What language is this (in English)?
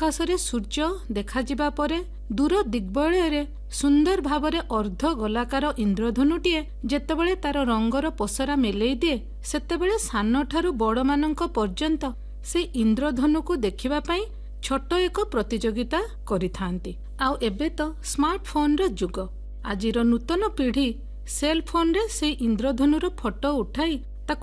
Odia